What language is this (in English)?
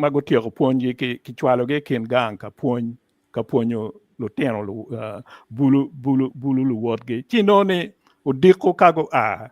Acoli